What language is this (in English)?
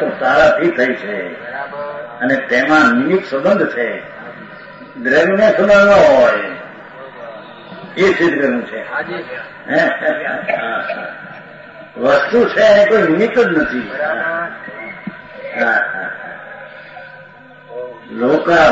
Gujarati